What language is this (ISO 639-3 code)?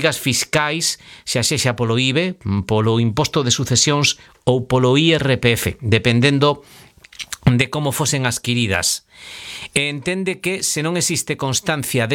glg